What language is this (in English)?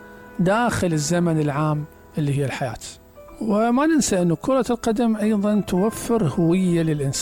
Mesopotamian Arabic